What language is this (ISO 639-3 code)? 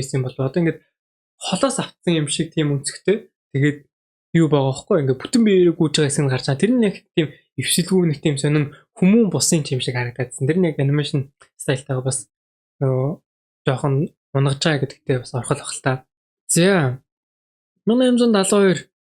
mon